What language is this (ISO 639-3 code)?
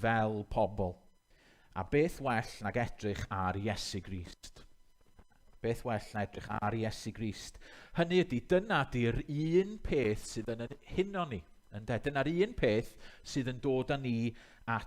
cym